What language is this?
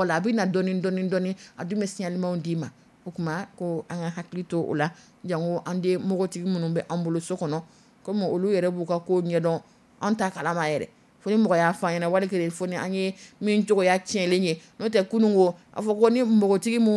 Dyula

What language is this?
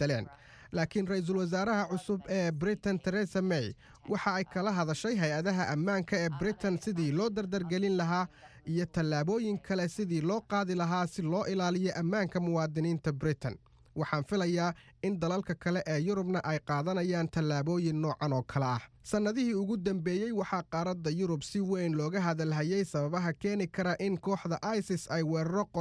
Somali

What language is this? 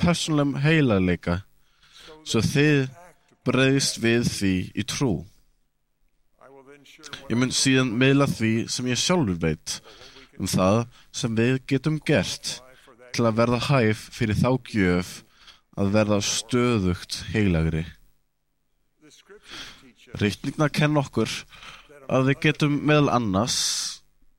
Icelandic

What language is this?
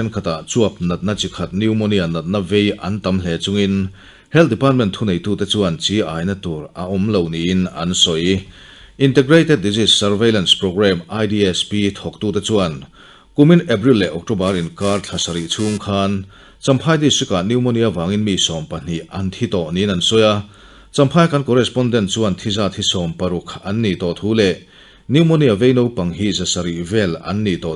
Mizo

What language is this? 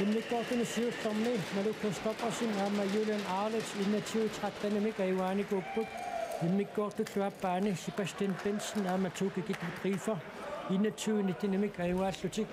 Kalaallisut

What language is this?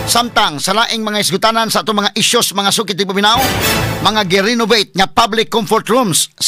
Cebuano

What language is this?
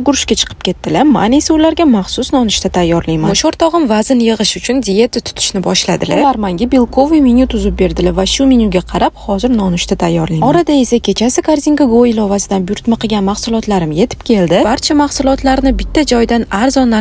Uzbek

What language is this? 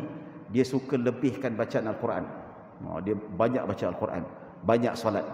Malay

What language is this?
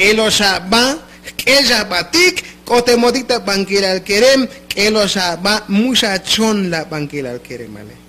Tzotzil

